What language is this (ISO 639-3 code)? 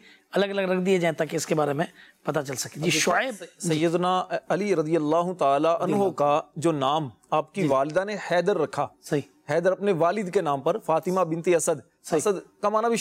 urd